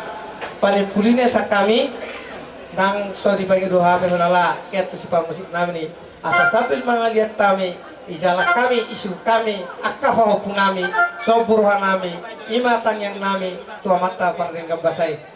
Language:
Batak Toba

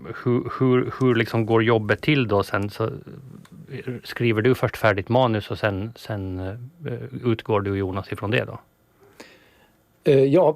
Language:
Swedish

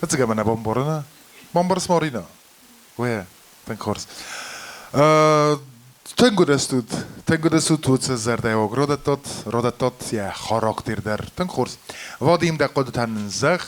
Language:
Ossetic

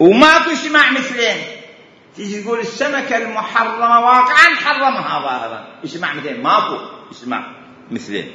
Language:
Mesopotamian Arabic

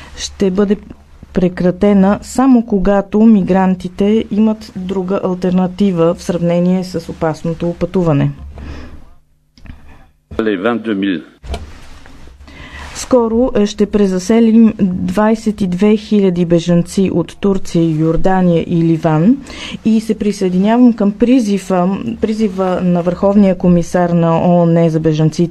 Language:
Bulgarian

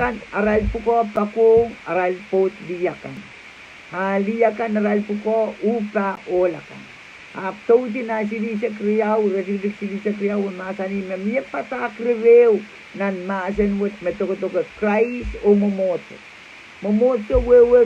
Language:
Pohnpeian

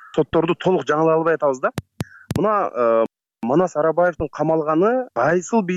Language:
Kyrgyz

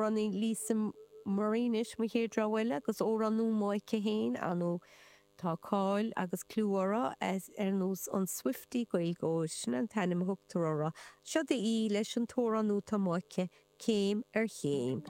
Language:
Irish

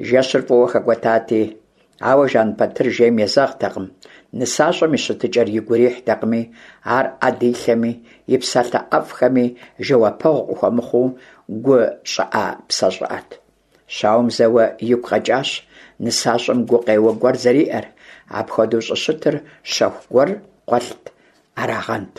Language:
Kabardian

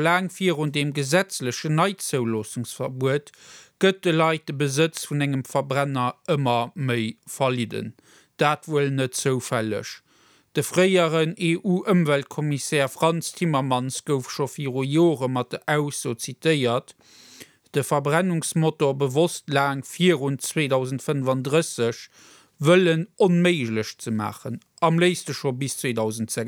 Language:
Luxembourgish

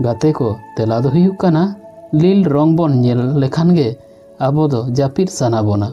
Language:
Santali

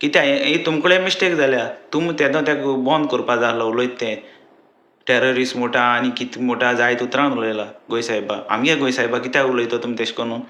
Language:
Konkani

